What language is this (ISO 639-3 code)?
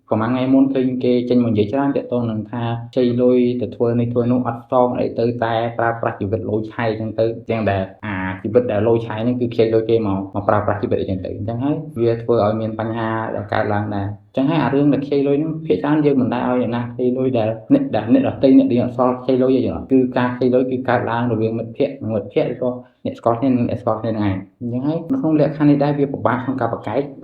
khm